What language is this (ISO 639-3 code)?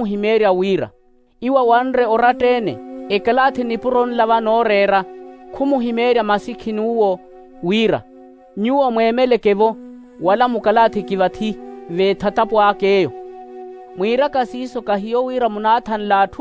vmw